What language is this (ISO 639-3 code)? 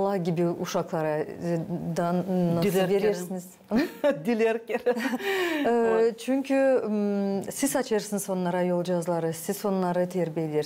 gag